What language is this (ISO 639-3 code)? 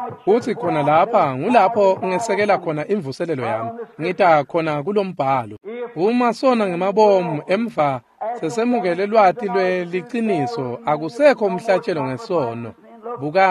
ssw